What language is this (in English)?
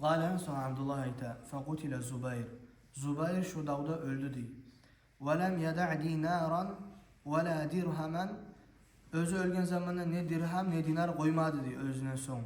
Kumyk